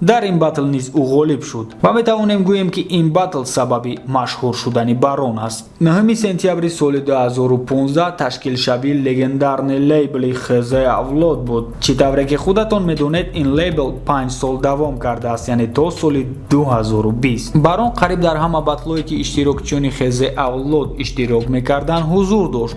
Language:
Tajik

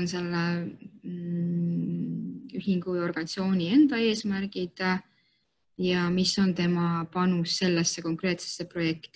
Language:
Estonian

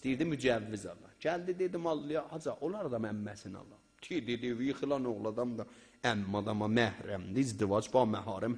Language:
South Azerbaijani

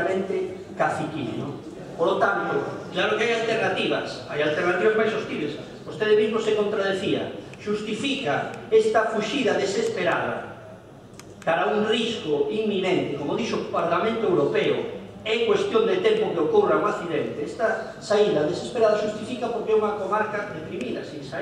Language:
Galician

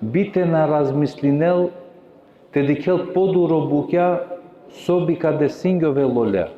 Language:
Balkan Romani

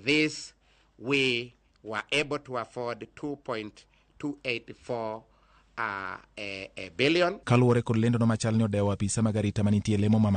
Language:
Luo (Kenya and Tanzania)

